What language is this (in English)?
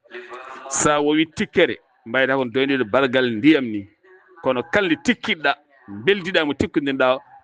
Fula